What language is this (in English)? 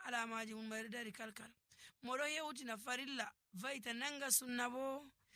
Nigerian Fulfulde